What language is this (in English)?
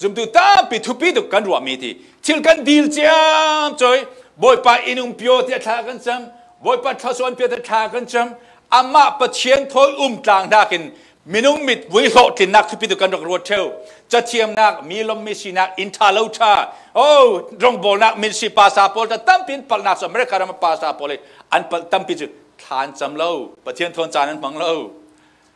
Falam Chin